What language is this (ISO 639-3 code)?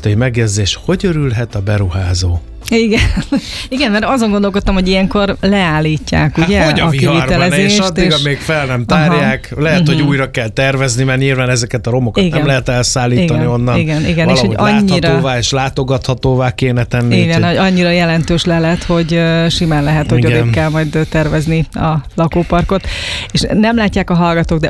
hun